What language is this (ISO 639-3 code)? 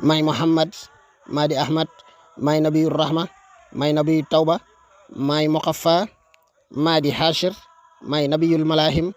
wol